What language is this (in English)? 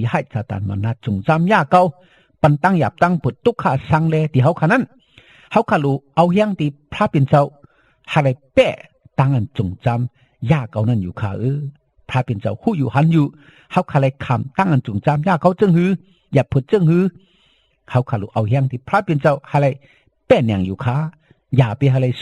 Shan